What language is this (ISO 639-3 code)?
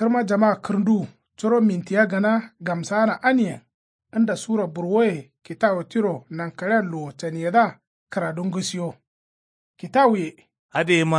kau